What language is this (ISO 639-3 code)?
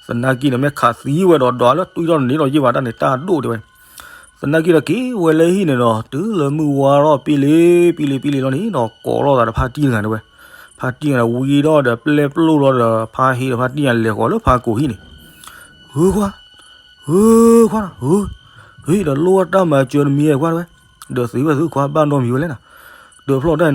ksw